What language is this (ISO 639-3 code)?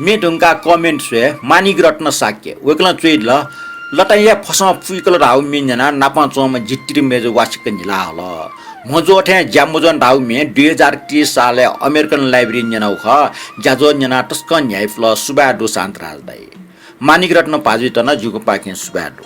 new